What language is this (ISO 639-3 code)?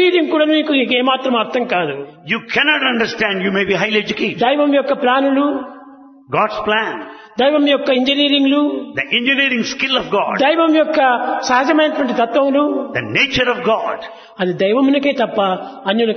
tel